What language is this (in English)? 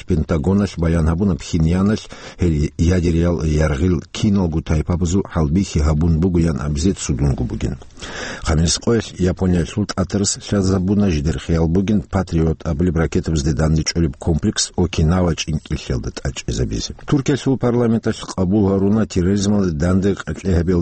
Avaric